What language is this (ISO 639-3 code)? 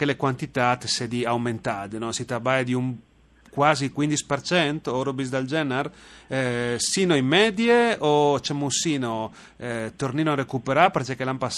fur